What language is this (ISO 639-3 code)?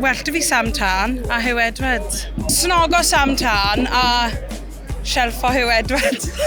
cym